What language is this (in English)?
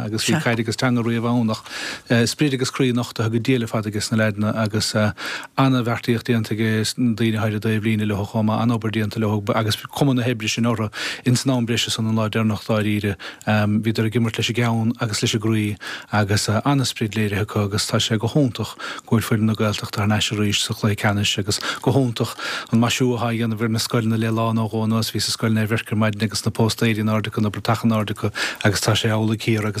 Irish